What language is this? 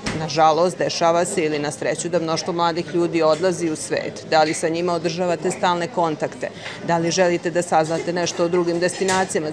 Serbian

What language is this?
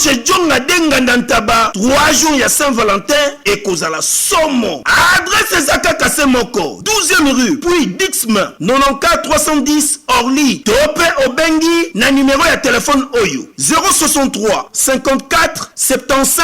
Lingala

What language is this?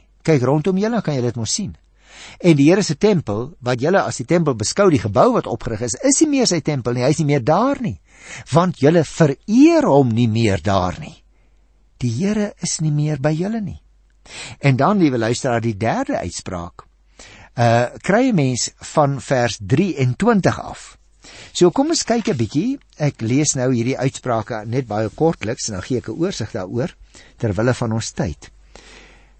Afrikaans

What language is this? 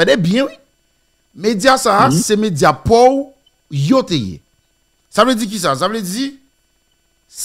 Haitian Creole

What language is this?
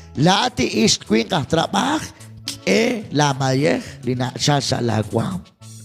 Kekchí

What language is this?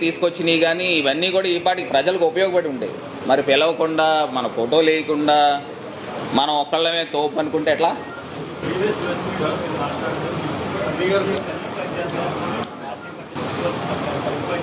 Telugu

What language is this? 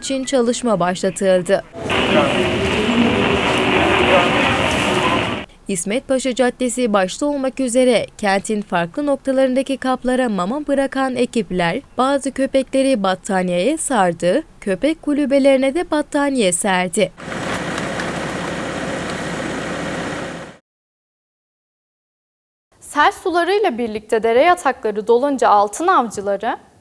Turkish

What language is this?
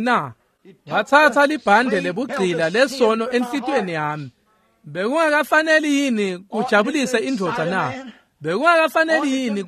Swati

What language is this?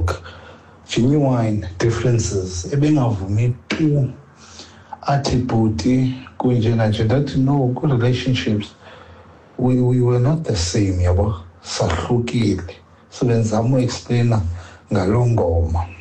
Xhosa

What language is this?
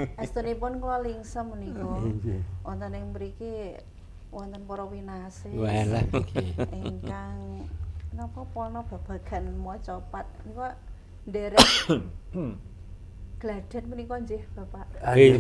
Javanese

